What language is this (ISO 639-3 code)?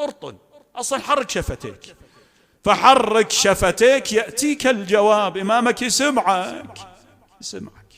acm